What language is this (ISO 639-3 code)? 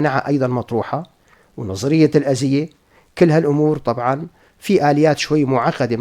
apc